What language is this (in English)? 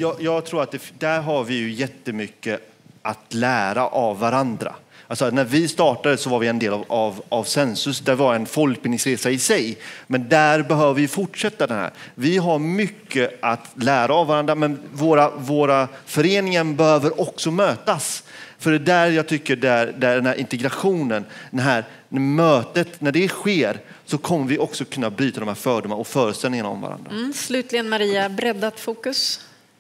Swedish